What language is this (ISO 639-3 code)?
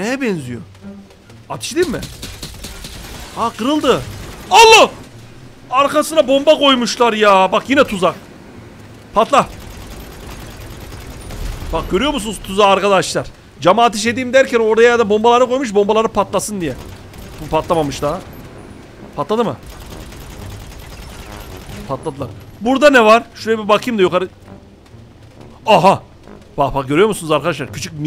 tur